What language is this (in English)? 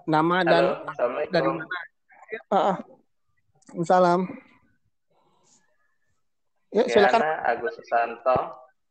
Indonesian